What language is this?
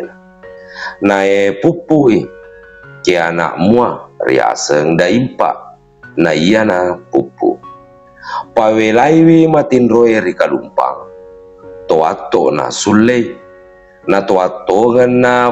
Buginese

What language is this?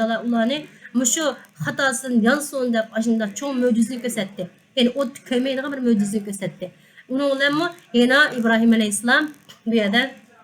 Uyghur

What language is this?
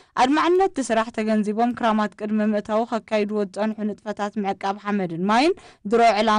Tigrinya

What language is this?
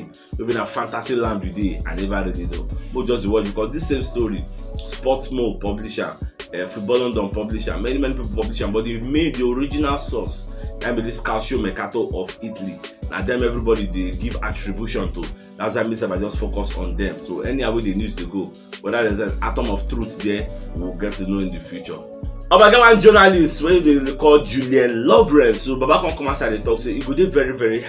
Nigerian Pidgin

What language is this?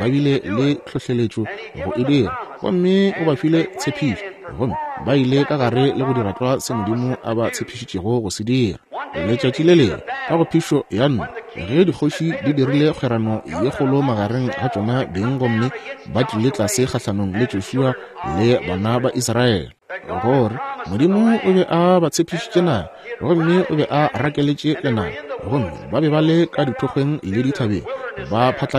Northern Sotho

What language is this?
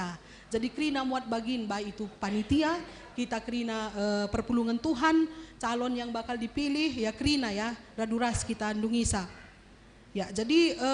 Batak Karo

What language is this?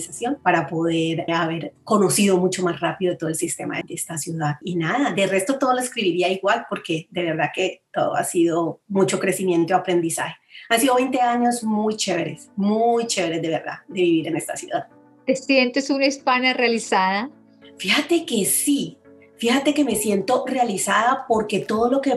Spanish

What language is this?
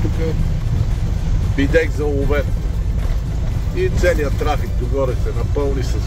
Bulgarian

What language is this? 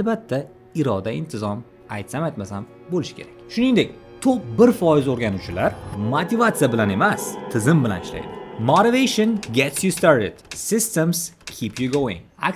Uzbek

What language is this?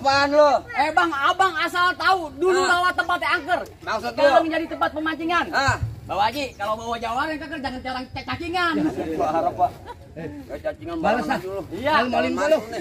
Betawi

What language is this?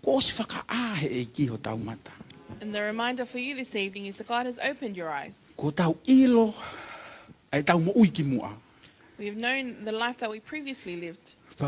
Tongan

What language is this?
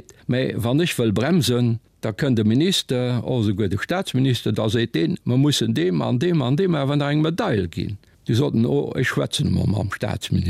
Luxembourgish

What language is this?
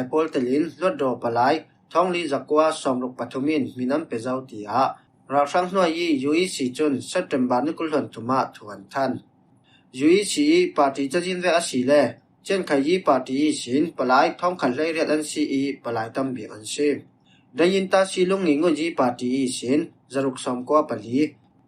Falam Chin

